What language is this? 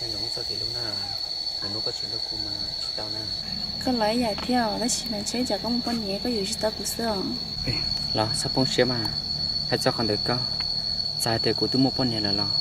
Hmong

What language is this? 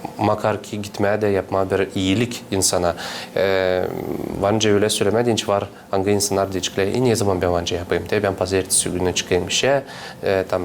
Gagauz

